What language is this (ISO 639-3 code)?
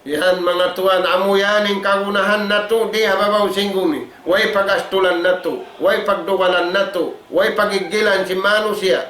tsg